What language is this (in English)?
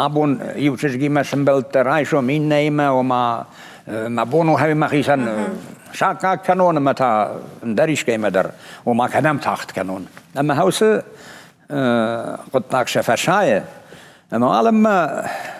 Ossetic